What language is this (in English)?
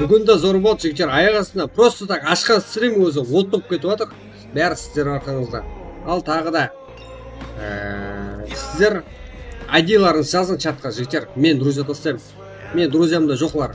Kara-Kalpak